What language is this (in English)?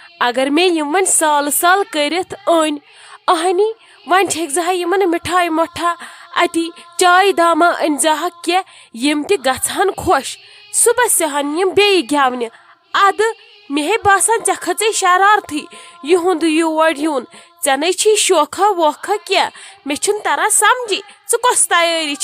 Kashmiri